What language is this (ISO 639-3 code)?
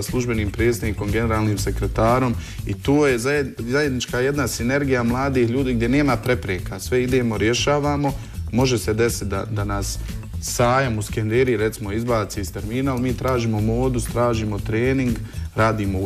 bos